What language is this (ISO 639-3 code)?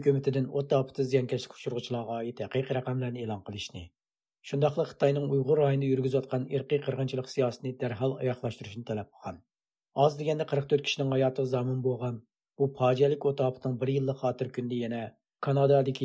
uig